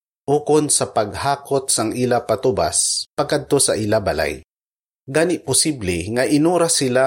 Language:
Hiligaynon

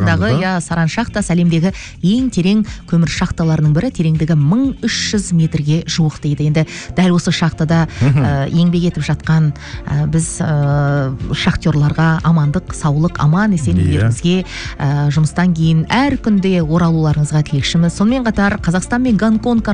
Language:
Kazakh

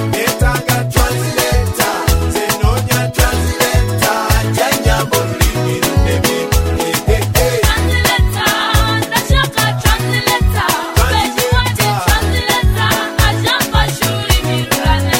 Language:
Kinyarwanda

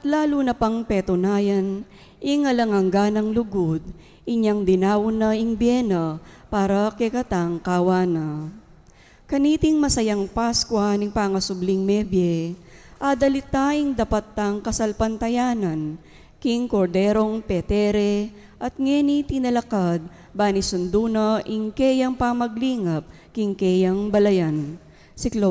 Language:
Pampanga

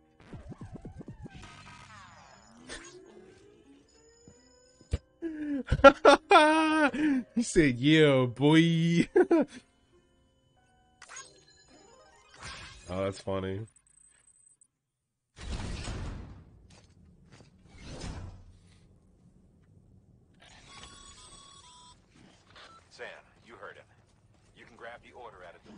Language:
English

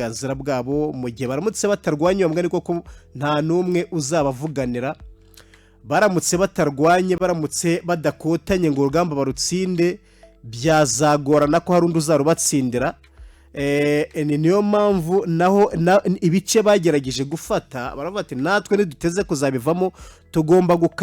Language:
Kinyarwanda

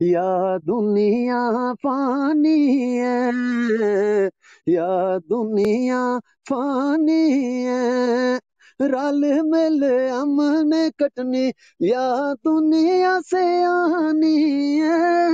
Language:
Gujari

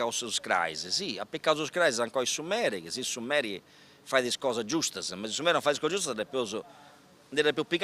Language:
Sardinian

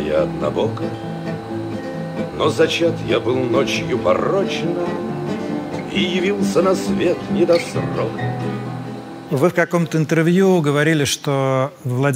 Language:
Russian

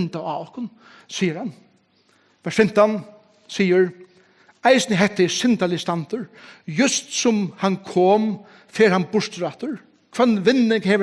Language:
Faroese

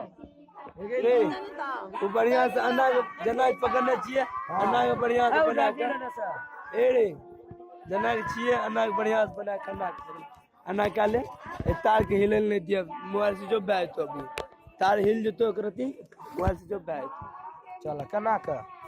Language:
Maithili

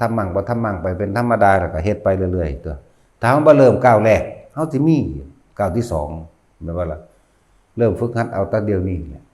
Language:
Northeastern Thai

